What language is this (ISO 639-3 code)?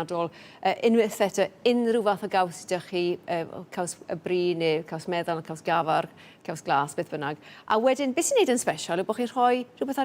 cym